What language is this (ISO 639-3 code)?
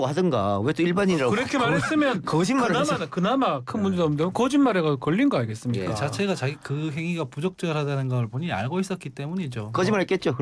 kor